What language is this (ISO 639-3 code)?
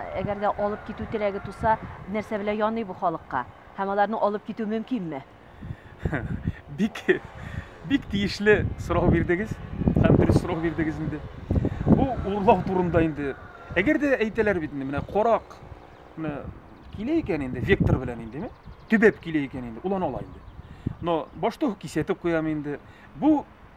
tat